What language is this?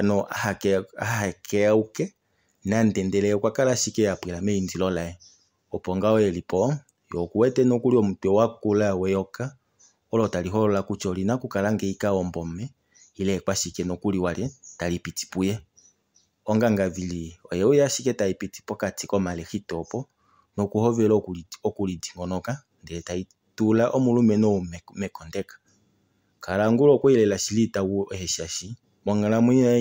Kuanyama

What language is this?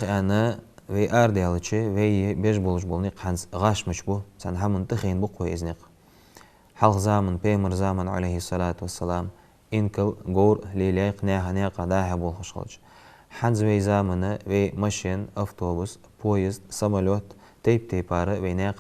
Ingush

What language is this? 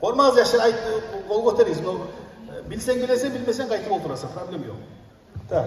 Kumyk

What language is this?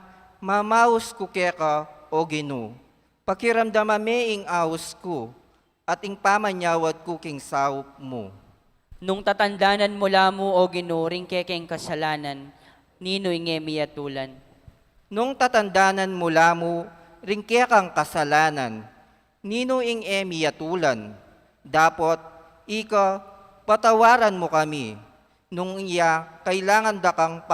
Pampanga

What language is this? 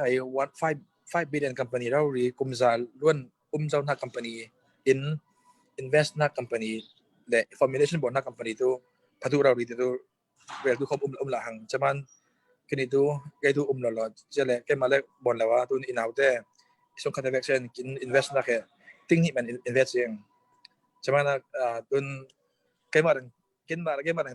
Falam Chin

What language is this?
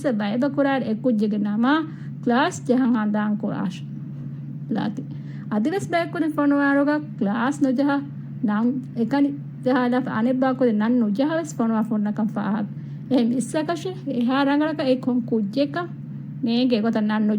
Divehi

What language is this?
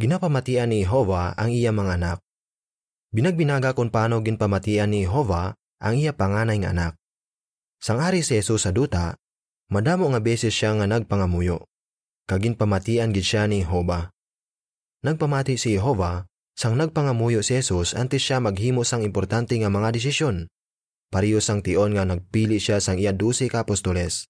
Hiligaynon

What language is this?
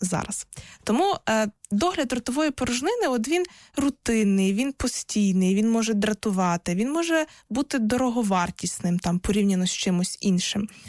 Ukrainian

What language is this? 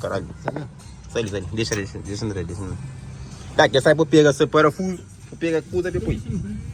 Kabuverdianu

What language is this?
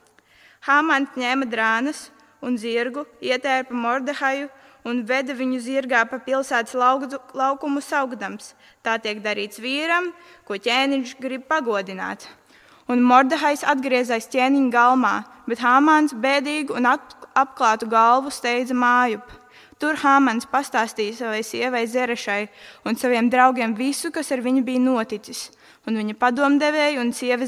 Latvian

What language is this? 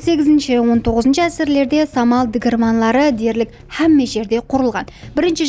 Kara-Kalpak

